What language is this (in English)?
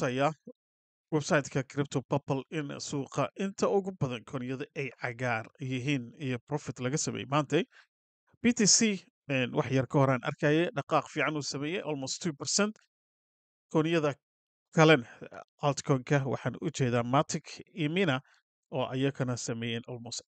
Somali